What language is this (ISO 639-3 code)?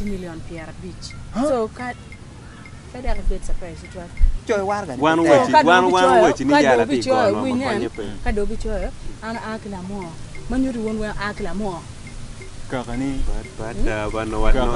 ach